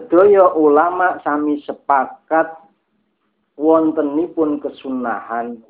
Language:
Javanese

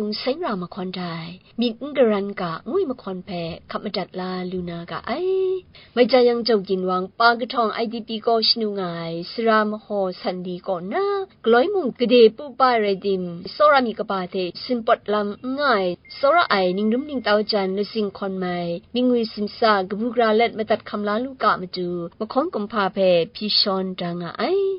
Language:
Kachin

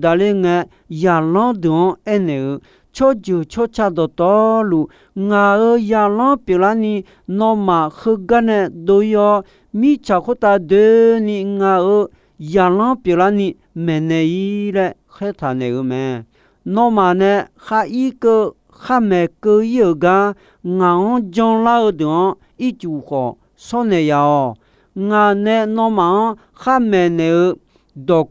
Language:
Akha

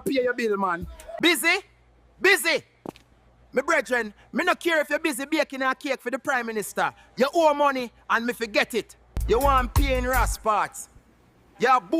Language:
Jamaican Creole English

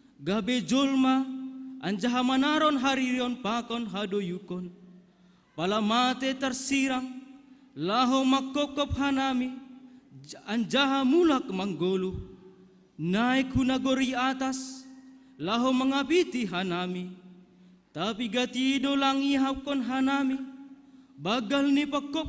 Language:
Batak Simalungun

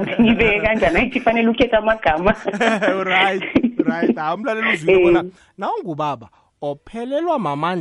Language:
South Ndebele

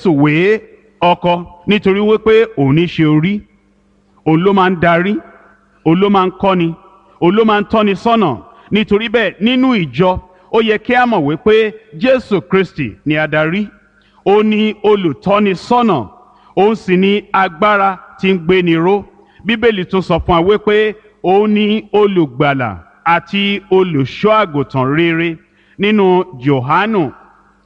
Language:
Yoruba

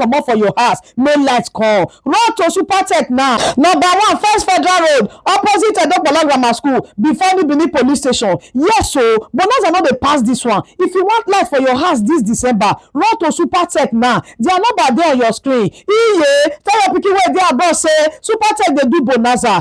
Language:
Nigerian Pidgin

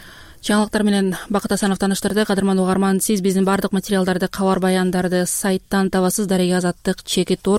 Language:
Kyrgyz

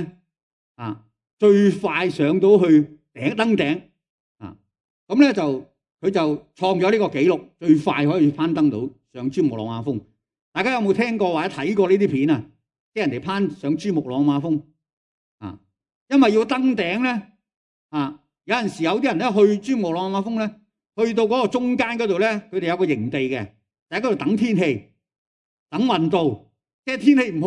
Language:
Cantonese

